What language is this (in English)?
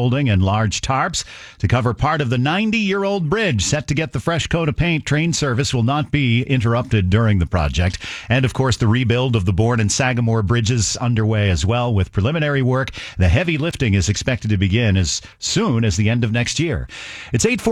English